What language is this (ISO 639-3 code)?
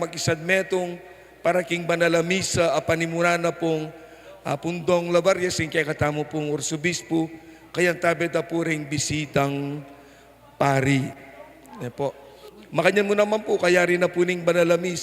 pam